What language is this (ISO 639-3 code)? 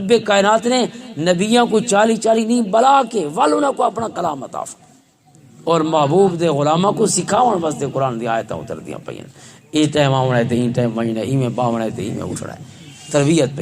lah